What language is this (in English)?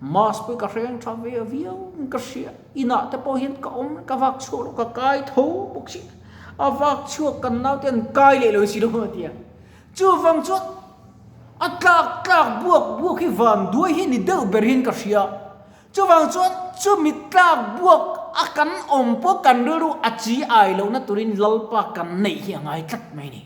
Mizo